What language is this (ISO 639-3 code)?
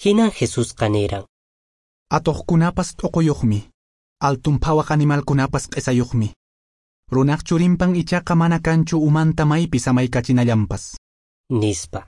que